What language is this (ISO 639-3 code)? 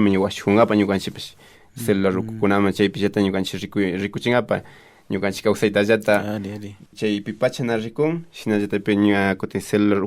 qvi